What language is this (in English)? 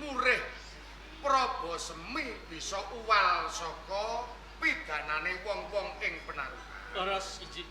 Javanese